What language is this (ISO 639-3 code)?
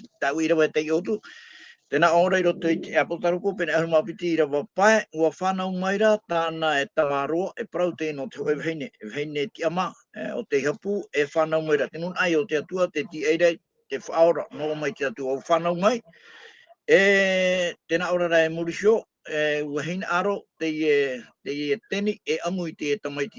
tah